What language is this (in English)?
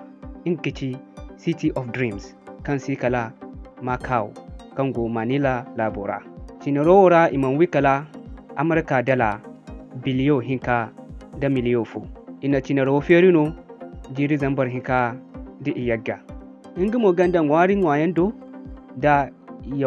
Zarma